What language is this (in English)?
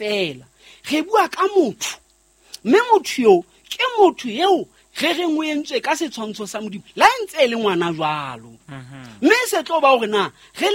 Southern Sotho